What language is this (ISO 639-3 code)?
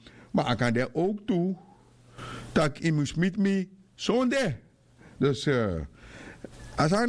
srn